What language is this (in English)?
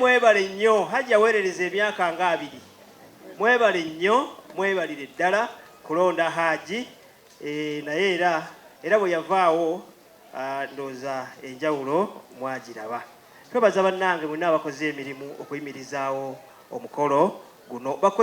Ganda